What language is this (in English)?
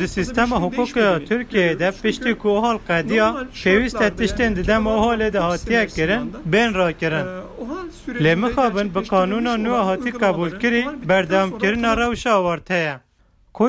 Kurdish